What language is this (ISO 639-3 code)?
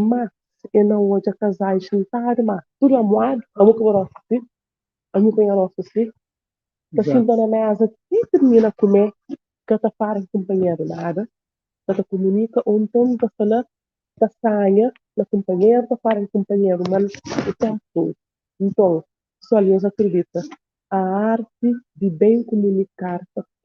kea